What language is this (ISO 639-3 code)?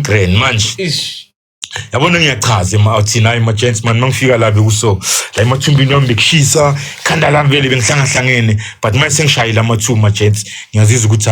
zul